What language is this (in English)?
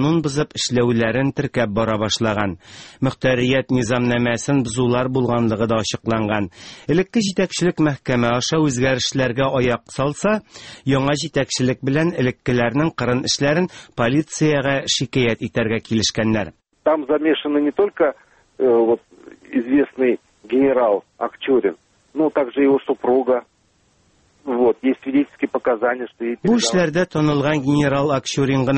Tatar